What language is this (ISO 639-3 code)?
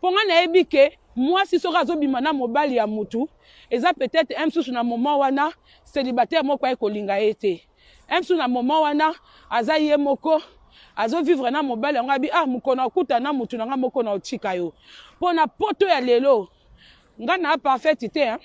lin